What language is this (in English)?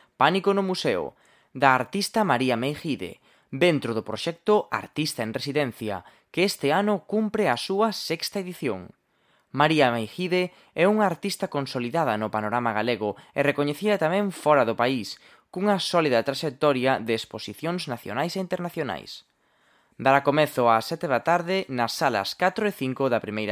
Galician